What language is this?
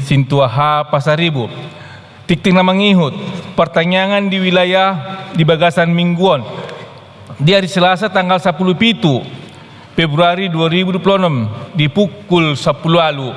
Batak Toba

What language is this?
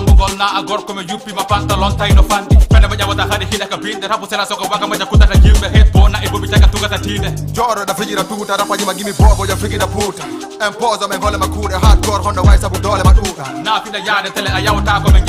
Fula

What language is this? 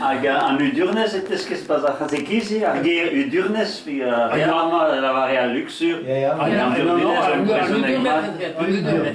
Breton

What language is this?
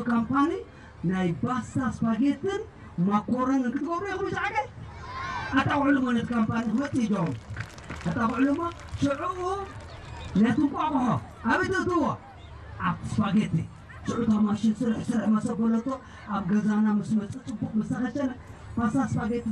Tigrinya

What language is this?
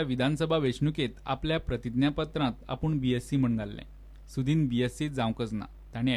Konkani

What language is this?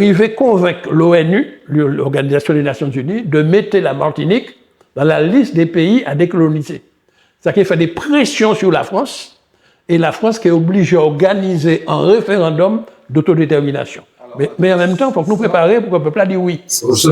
Guadeloupean Creole French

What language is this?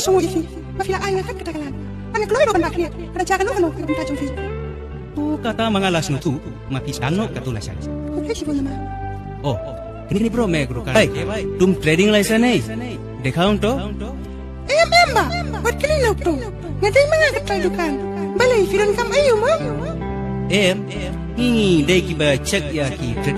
Khasi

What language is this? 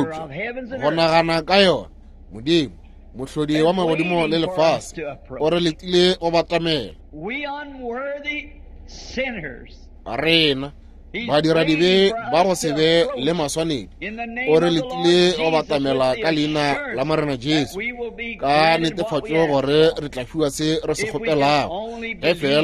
Northern Sotho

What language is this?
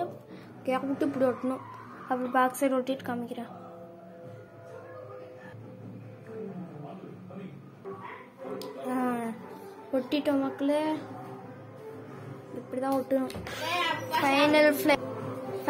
Tamil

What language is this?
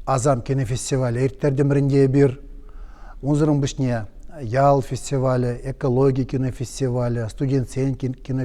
Chuvash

